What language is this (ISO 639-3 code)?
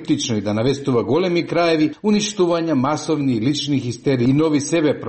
mkd